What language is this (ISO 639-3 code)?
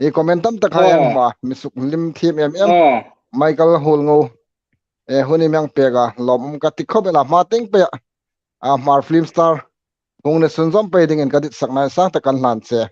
hmr